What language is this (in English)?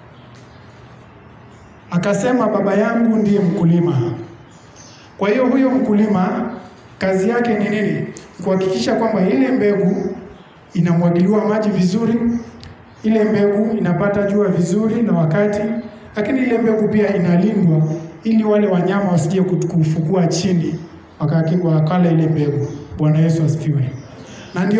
Swahili